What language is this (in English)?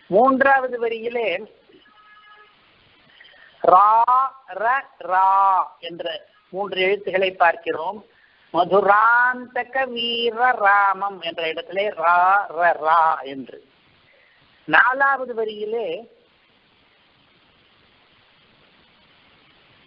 Tamil